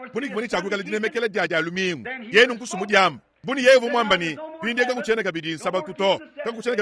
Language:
Luba-Lulua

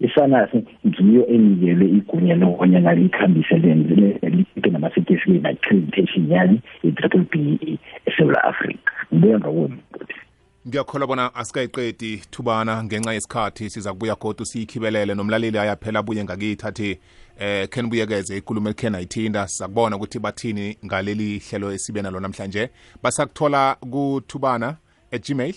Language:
South Ndebele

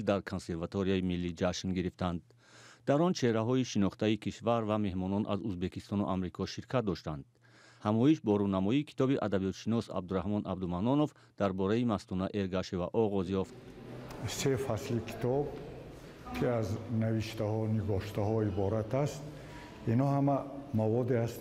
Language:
Tajik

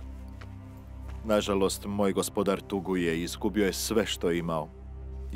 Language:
Croatian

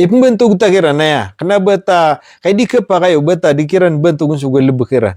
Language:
Maranao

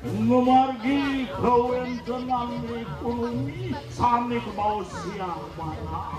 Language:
Balinese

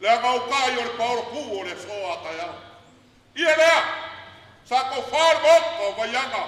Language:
Samoan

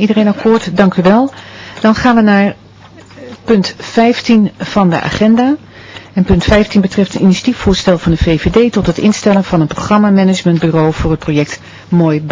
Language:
Dutch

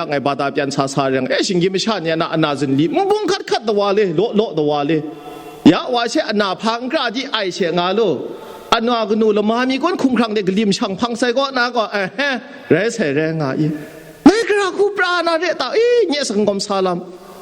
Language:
Kachin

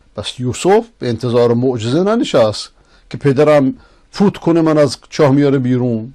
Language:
Persian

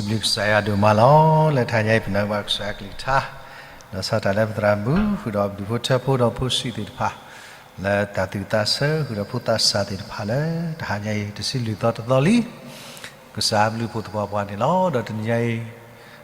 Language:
S'gaw Karen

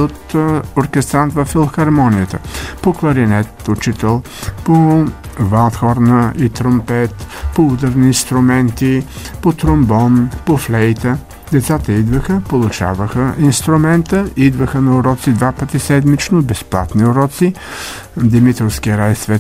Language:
Bulgarian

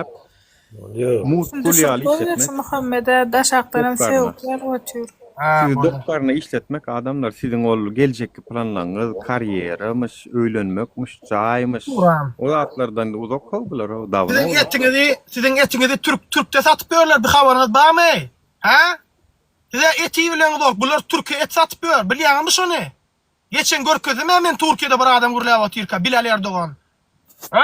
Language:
Turkmen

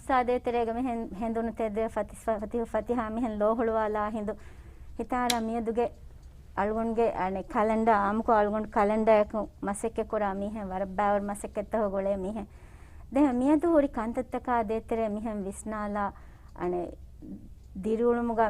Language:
Divehi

